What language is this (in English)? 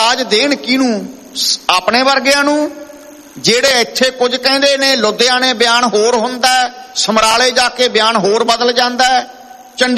Punjabi